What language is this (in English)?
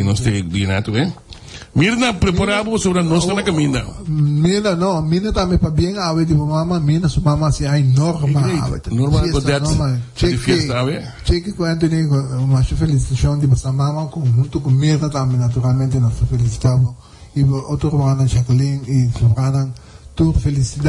Papiamento